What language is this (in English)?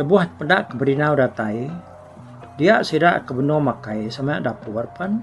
Iban